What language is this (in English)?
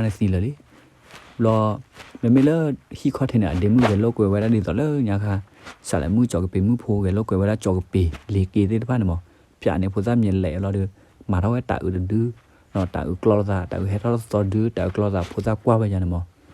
S'gaw Karen